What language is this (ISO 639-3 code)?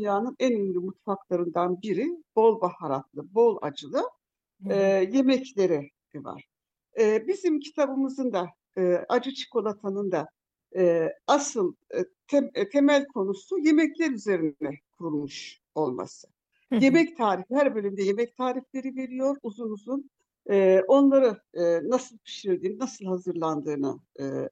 tur